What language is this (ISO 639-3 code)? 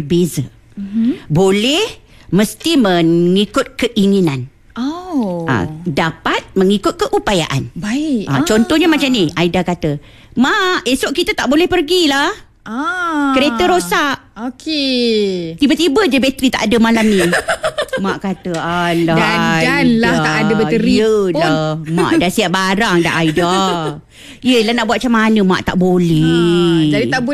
msa